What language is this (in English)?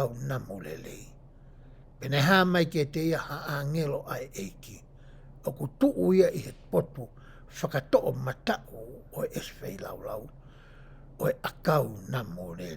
Tongan